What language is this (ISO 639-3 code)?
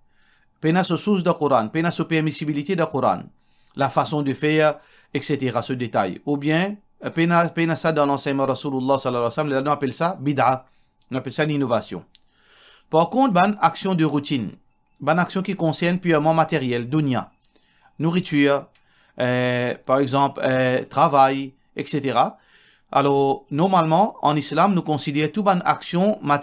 mfe